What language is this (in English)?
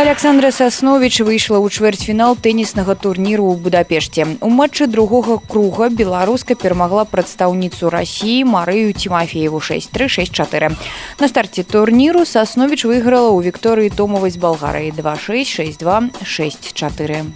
Belarusian